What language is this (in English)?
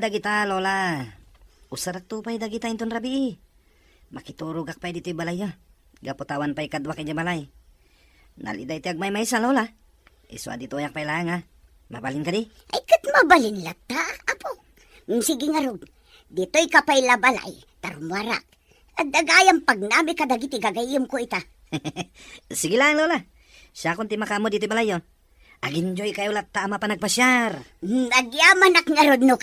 Iloko